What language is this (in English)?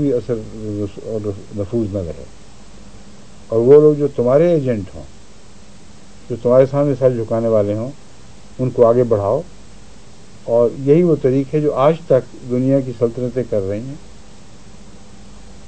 Urdu